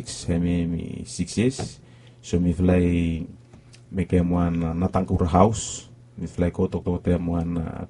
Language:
Bislama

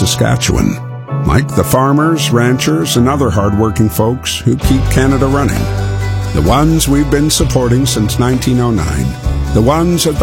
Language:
English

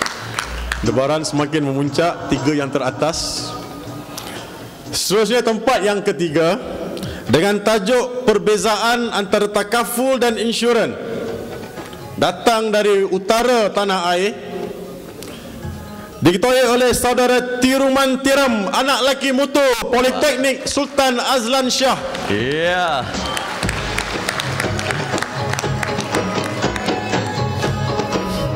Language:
Malay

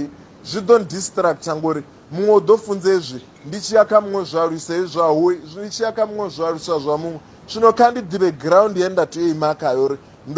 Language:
Venda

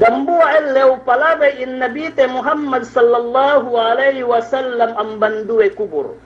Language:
Yakan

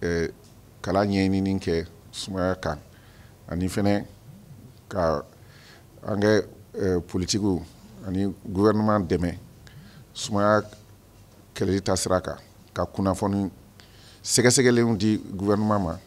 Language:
Bambara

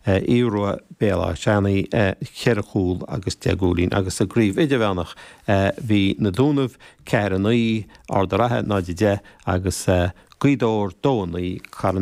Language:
Irish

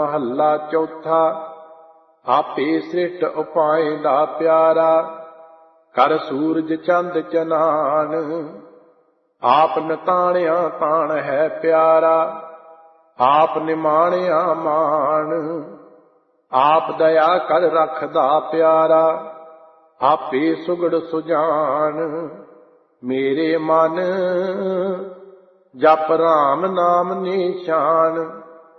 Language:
Punjabi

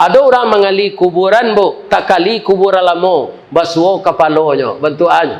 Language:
Minangkabau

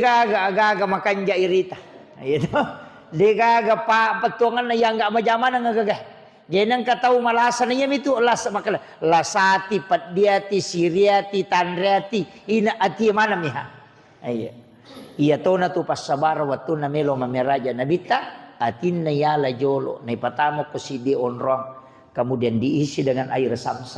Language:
Buginese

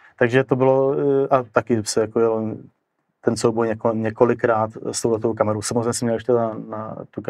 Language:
Czech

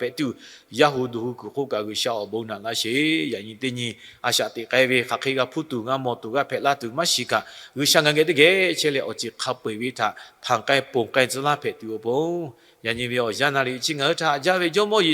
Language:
Lahu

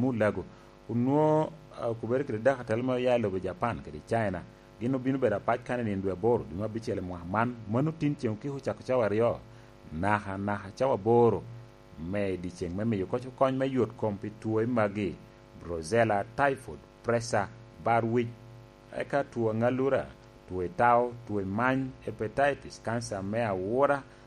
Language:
Lango (Uganda)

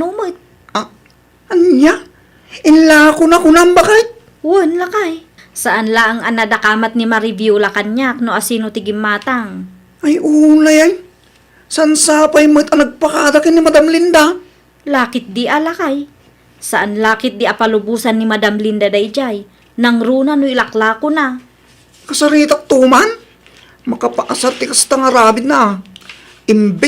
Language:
Iloko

